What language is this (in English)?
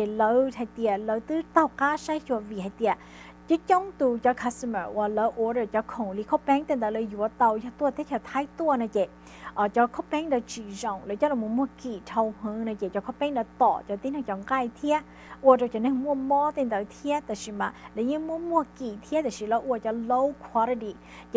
Hmong